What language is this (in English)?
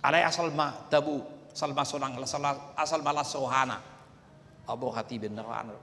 Batak Toba